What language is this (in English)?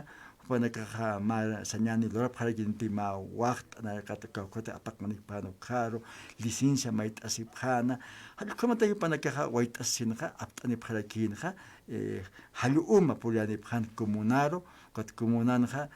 Aymara